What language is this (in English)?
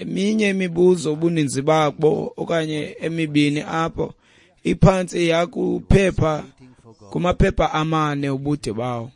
Xhosa